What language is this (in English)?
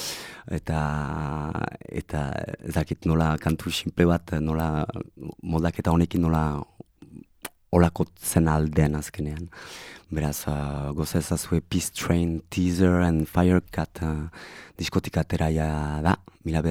Basque